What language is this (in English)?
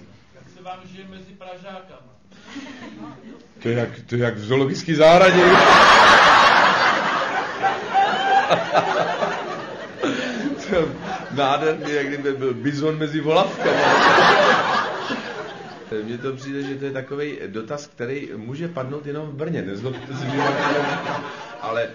Czech